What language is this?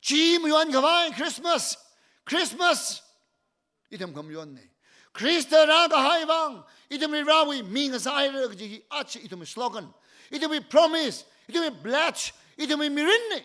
Tangkhul Naga (India)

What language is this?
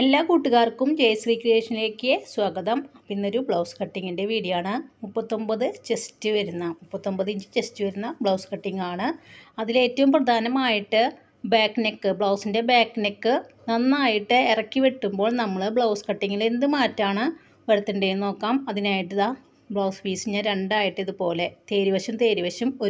Malayalam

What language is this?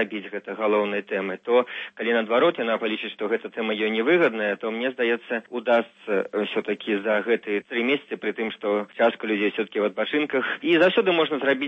Belarusian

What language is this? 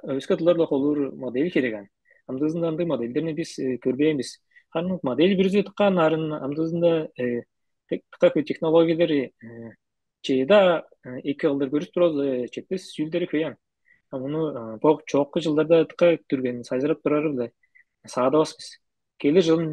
Tuvinian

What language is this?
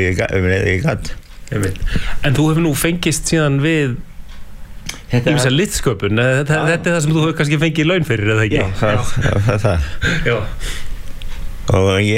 Icelandic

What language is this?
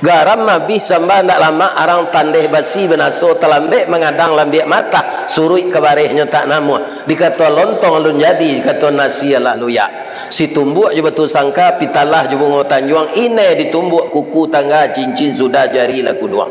Minangkabau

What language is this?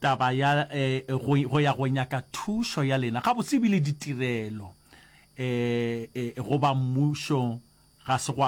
Northern Sotho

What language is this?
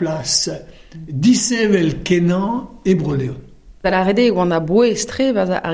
Breton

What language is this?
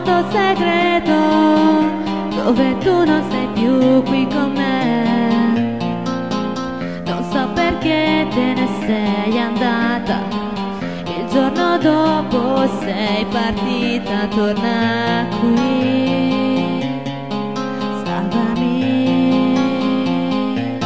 Italian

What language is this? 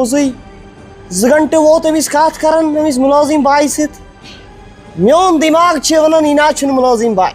Kashmiri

